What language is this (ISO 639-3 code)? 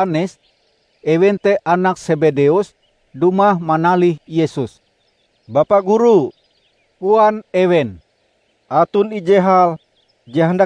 nij